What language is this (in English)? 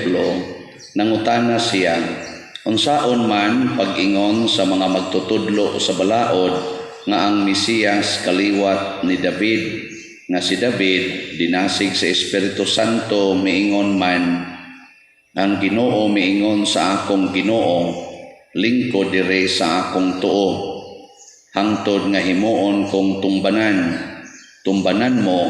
Cebuano